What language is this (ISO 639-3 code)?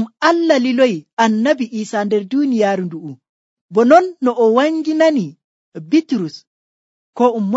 fuv